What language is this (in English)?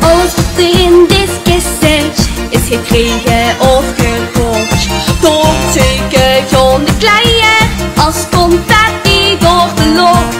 Limburgish